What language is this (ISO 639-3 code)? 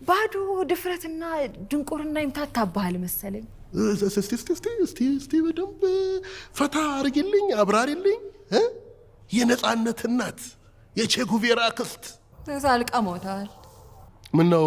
amh